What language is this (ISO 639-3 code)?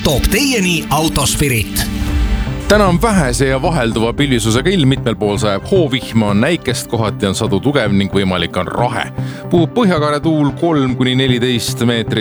est